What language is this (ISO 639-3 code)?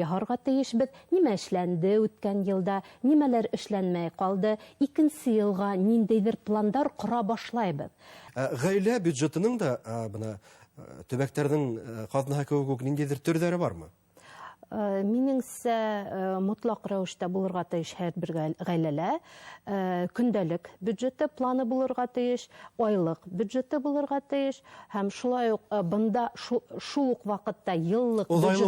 bak